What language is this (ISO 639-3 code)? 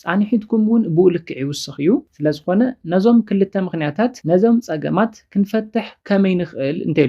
tir